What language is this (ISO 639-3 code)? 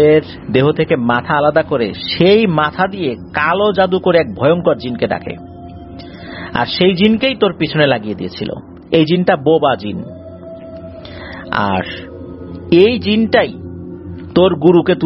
ben